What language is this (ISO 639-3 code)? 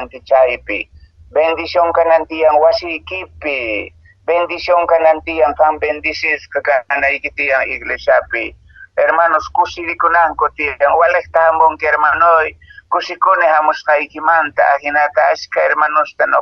que